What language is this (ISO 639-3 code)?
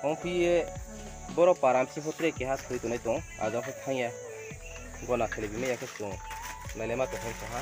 ria